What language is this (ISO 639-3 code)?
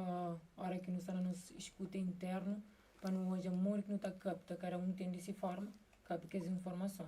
kea